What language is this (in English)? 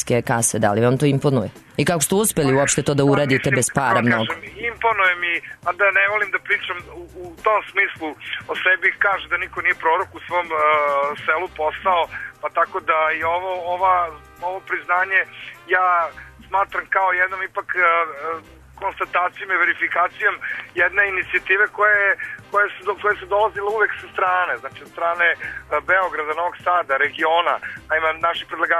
Serbian